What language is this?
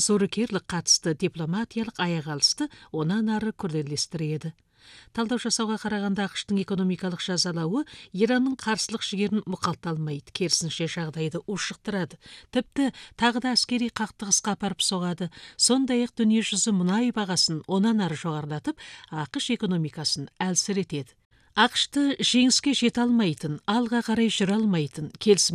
Kazakh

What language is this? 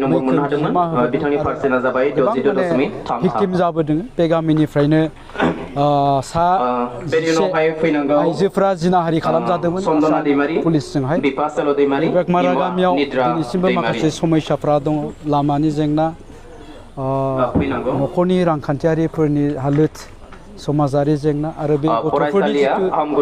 Bodo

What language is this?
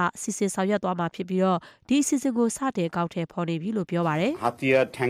Burmese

